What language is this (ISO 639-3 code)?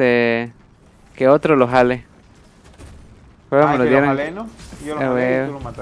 spa